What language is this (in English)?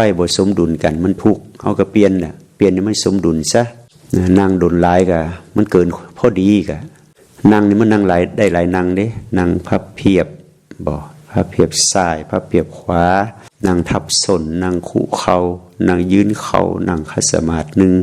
Lao